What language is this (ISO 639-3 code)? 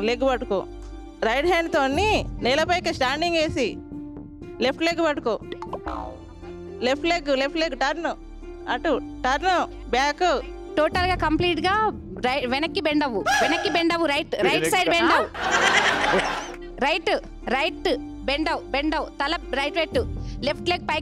tel